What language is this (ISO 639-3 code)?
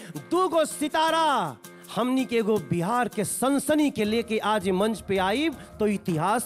bho